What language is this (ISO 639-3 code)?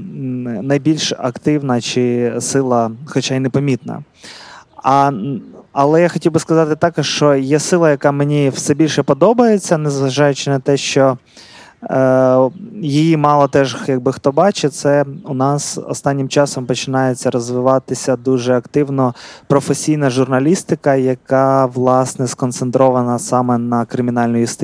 ukr